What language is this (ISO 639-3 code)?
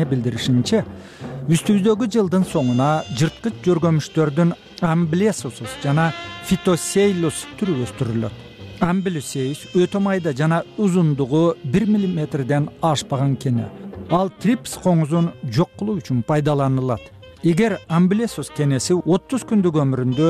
kir